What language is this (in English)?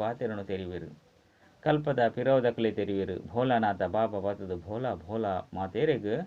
Tulu